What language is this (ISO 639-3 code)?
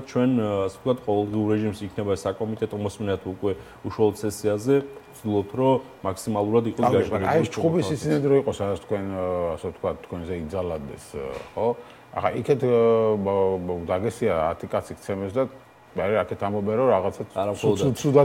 kat